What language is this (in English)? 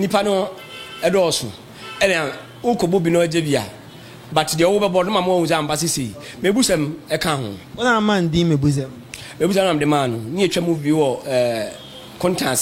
Akan